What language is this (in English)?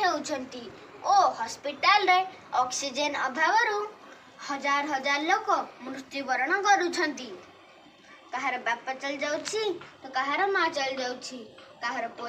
Odia